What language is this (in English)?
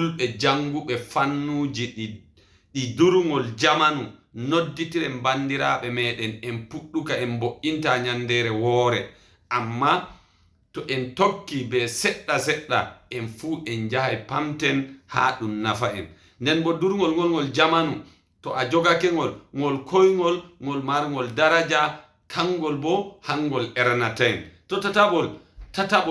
Fula